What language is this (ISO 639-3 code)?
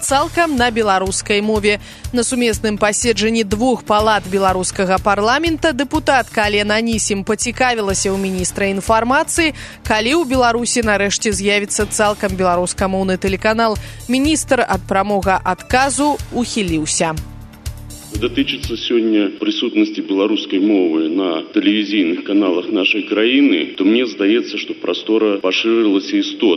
bel